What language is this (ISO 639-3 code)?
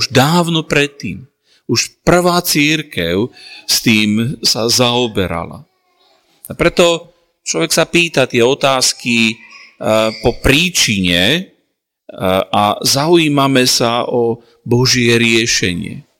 slk